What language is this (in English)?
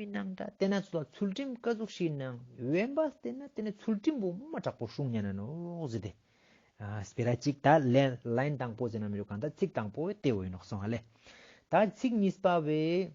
Ladakhi